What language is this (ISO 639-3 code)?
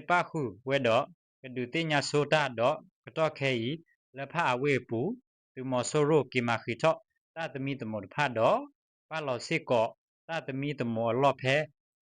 ksw